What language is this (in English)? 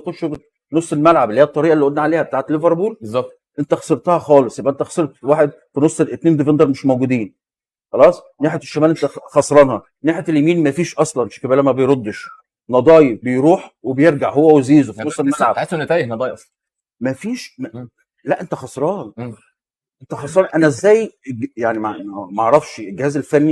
Egyptian Arabic